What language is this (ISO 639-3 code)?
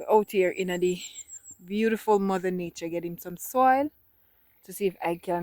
jam